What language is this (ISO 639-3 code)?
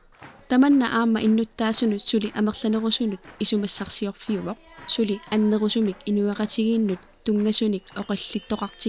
kal